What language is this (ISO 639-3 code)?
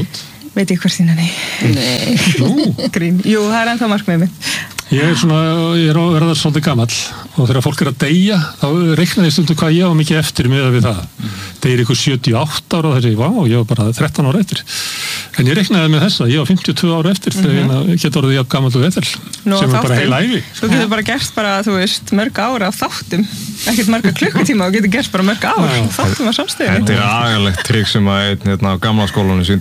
isl